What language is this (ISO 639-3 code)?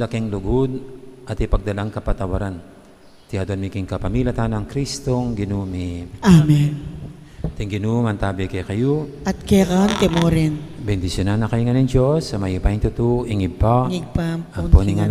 pam